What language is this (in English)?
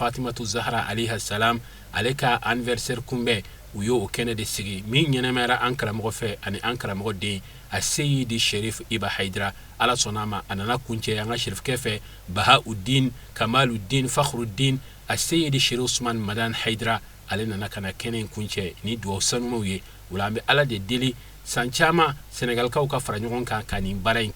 Bambara